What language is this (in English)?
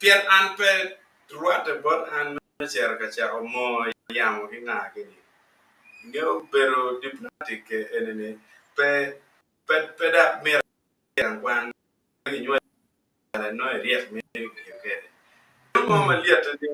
Acoli